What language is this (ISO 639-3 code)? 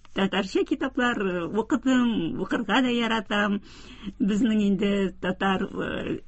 tat